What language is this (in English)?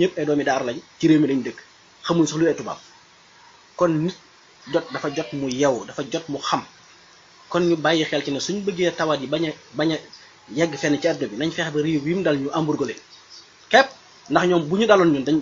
Wolof